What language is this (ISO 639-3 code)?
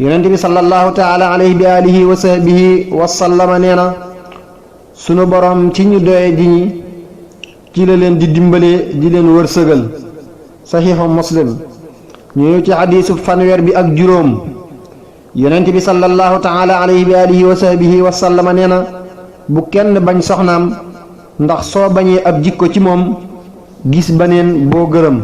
wol